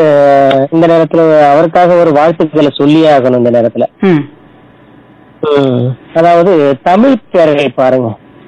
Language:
Tamil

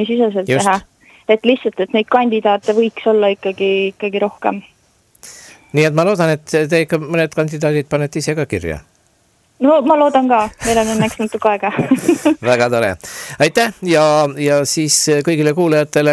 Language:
Estonian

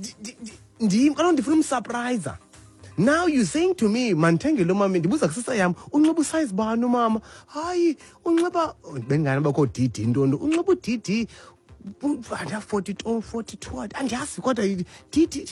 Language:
Xhosa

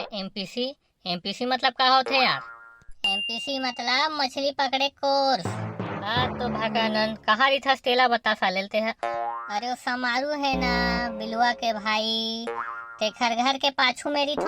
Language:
Chhattisgarhi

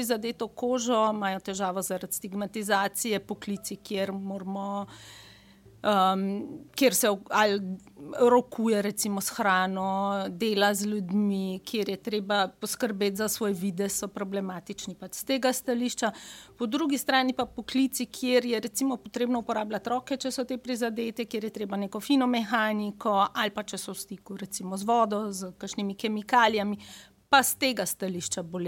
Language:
Slovenian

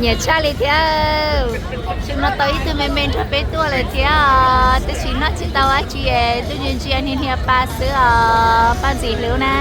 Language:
Hmong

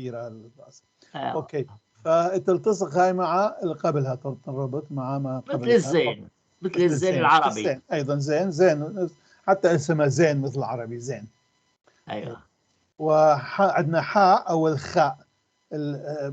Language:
North Levantine Arabic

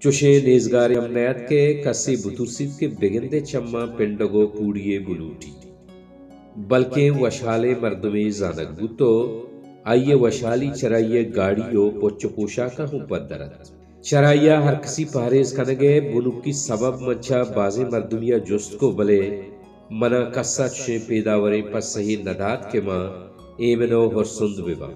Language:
Baluchi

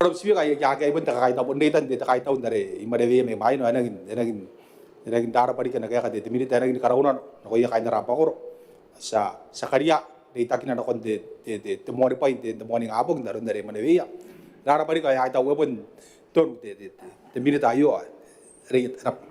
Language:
Gilbertese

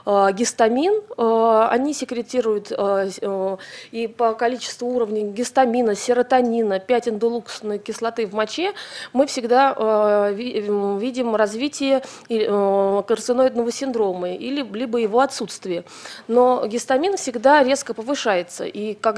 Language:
Russian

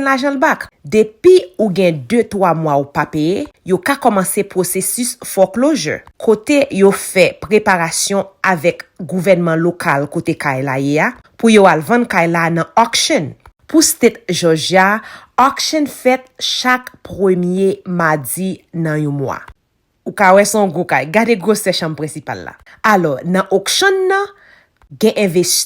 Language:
Haitian Creole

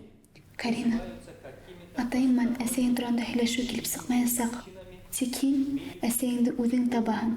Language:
Bashkir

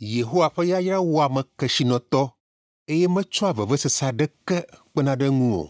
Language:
Ewe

